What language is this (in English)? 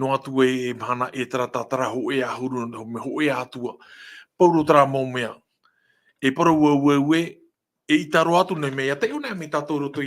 Tahitian